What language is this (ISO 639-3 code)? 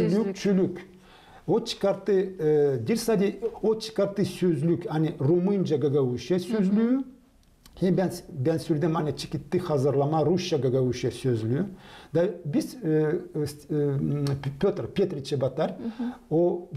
gag